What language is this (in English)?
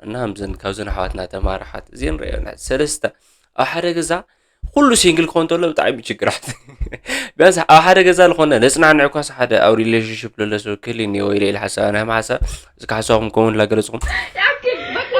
Tigrinya